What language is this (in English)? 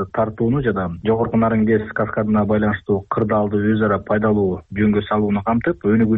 Kyrgyz